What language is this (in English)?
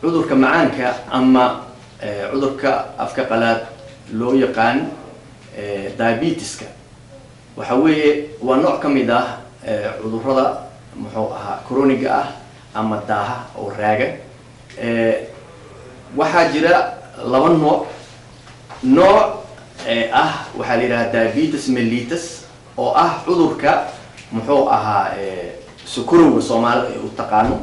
Somali